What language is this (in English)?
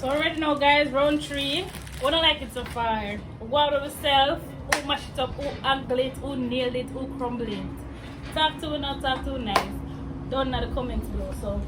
Jamaican Creole English